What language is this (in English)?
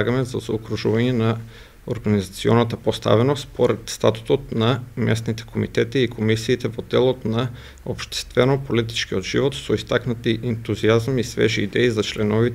Macedonian